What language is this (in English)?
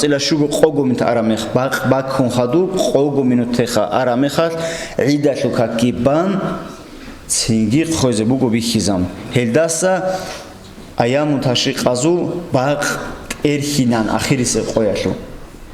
Avaric